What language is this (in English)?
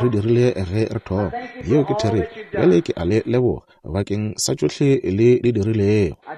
Northern Sotho